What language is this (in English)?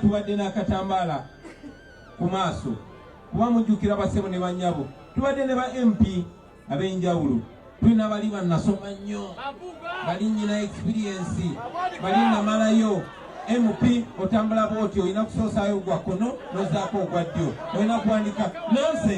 Ganda